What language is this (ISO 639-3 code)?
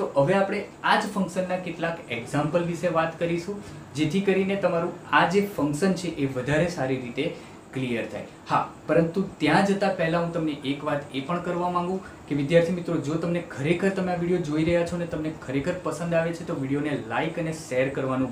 guj